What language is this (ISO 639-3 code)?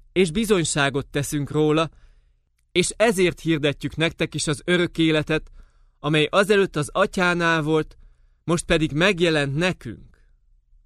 hun